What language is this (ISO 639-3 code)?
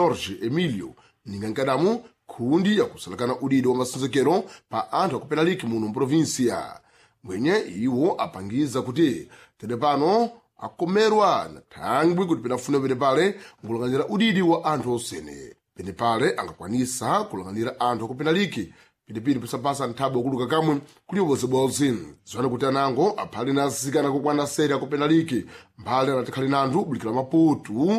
seh